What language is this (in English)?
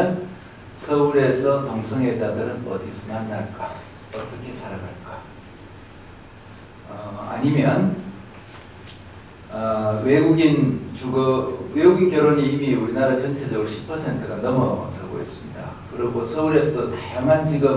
Korean